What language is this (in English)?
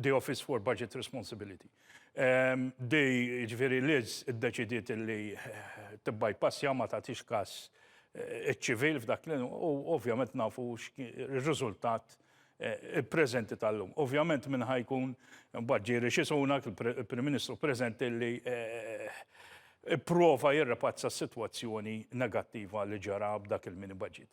Maltese